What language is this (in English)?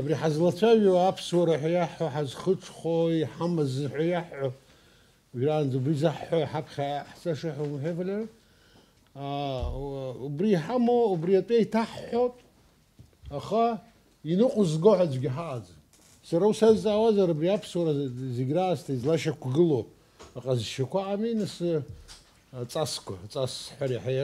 Abkhazian